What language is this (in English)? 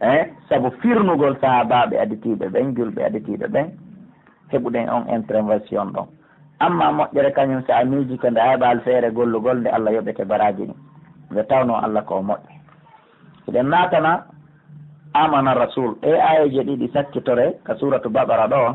Pular